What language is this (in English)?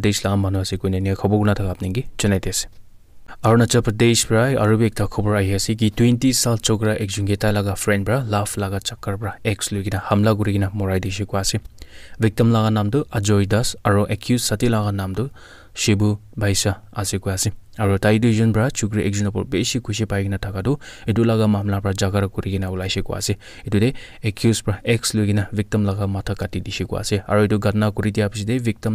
Naga Pidgin